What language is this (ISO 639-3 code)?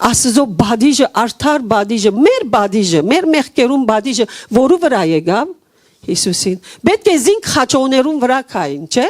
hyw